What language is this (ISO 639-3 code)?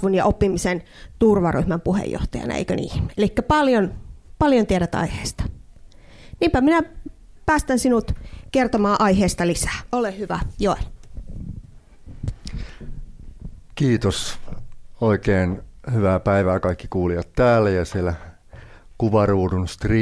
fin